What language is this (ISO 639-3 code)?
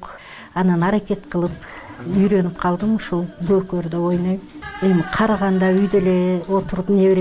kir